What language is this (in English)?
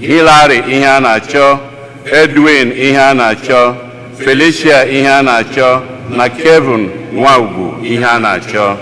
Igbo